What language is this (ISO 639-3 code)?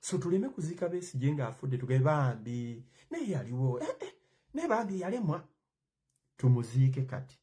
lug